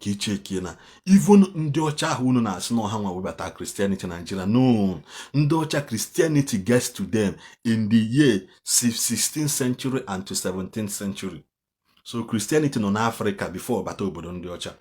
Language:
Igbo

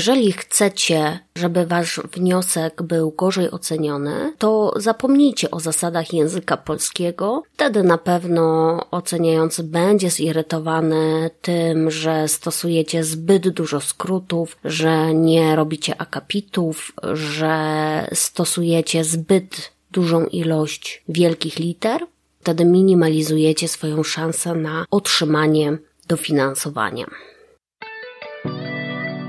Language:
Polish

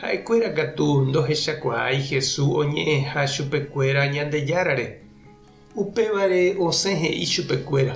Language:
Guarani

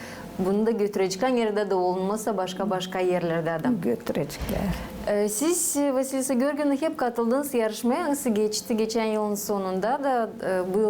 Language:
Gagauz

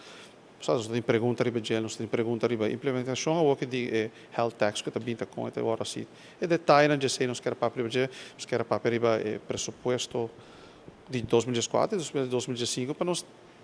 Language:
Papiamento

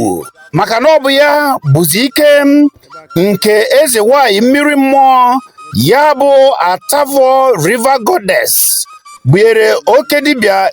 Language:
Igbo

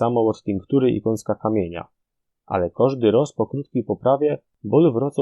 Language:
Silesian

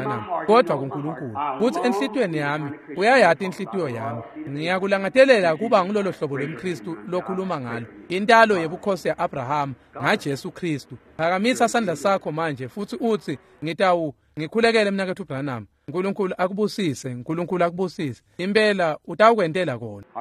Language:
Swati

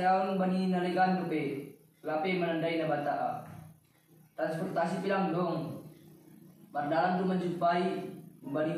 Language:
Batak Simalungun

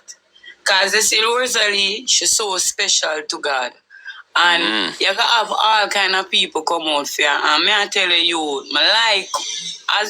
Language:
Jamaican Creole English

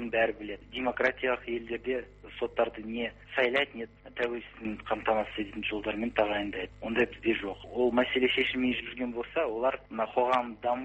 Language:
Kazakh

